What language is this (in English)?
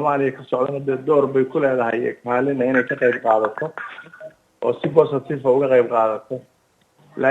Somali